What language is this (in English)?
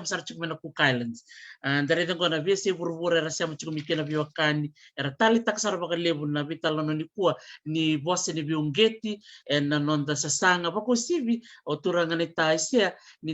Fijian